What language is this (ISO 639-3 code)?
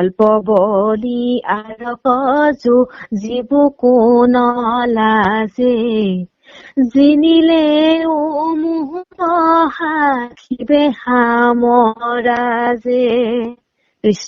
asm